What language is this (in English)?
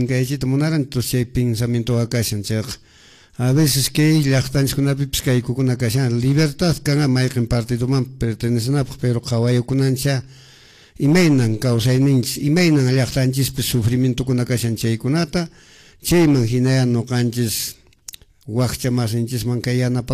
Quechua